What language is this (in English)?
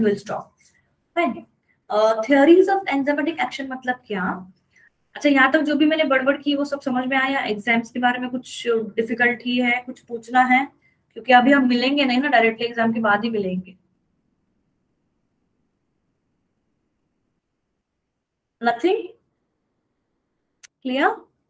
Hindi